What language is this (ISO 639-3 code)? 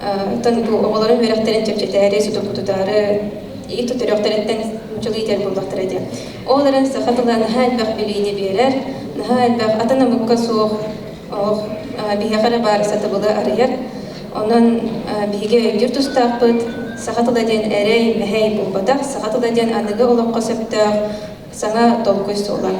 sah